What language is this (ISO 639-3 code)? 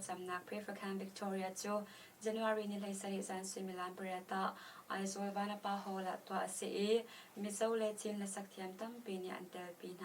cnh